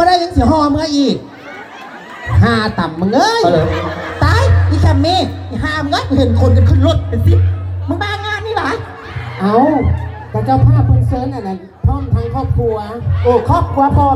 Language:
Lao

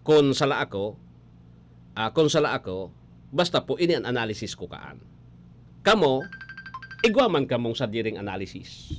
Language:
Bikol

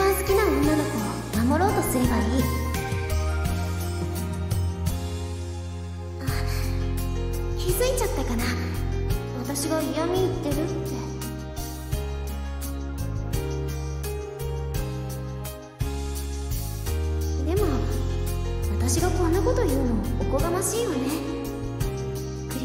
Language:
Japanese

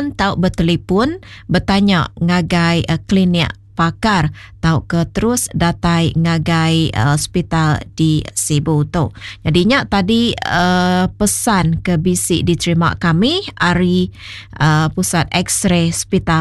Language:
Iban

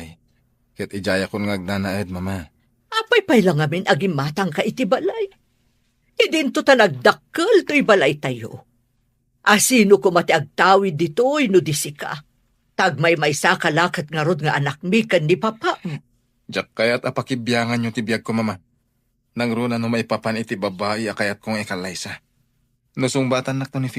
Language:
Iloko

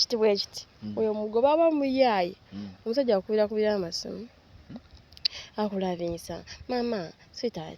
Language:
Ganda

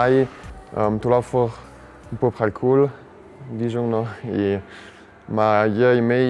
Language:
Ladin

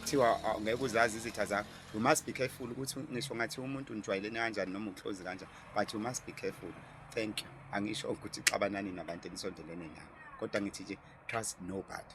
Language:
Zulu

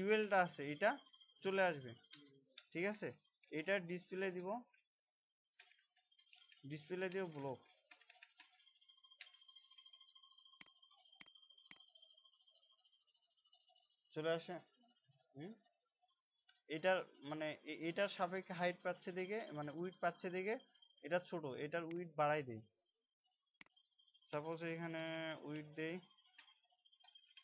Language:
Bangla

